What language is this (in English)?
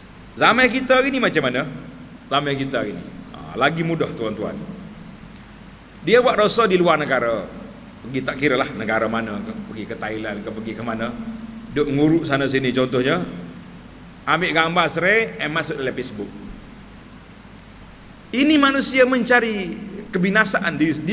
Malay